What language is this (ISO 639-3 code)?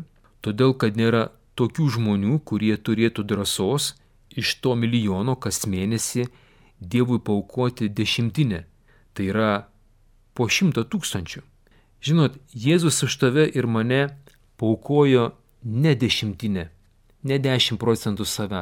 lit